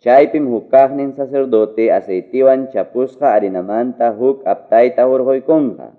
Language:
Quechua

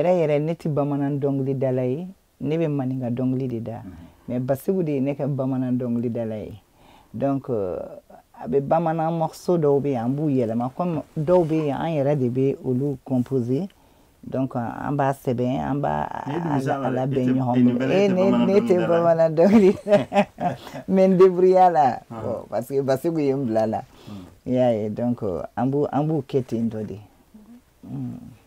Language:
Bambara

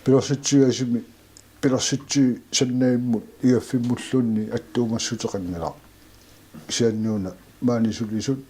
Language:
Kalaallisut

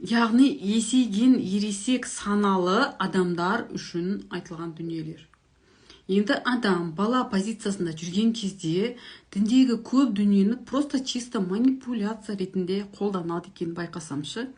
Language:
Kazakh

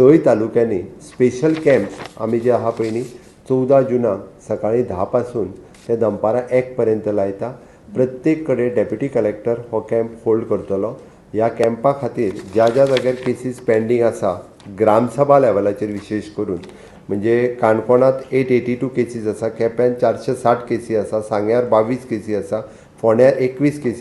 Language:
Konkani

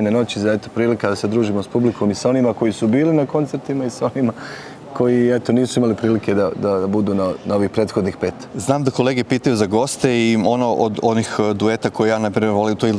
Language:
Bosnian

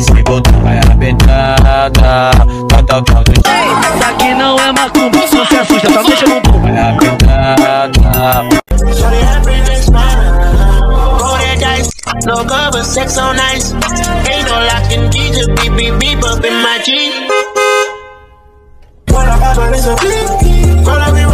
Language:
Portuguese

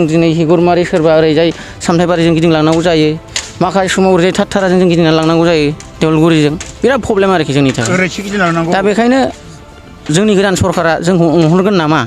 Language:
Bodo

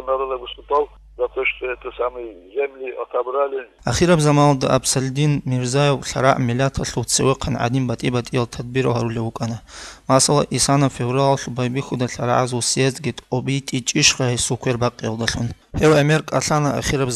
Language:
Avaric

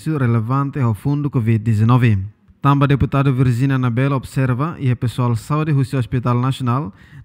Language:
Tetum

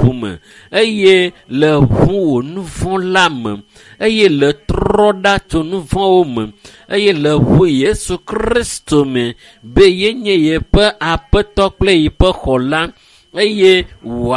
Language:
Ewe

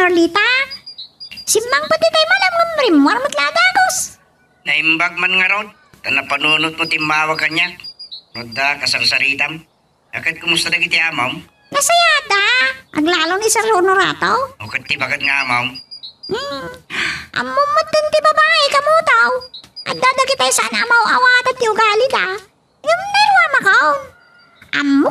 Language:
Iloko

